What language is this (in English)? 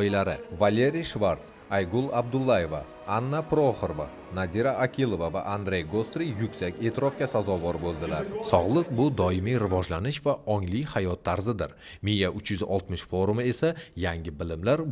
Uzbek